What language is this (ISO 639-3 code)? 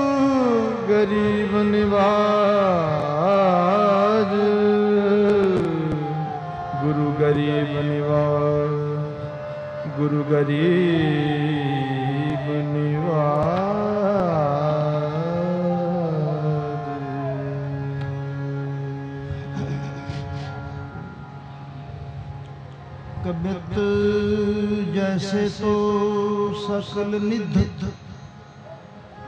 pan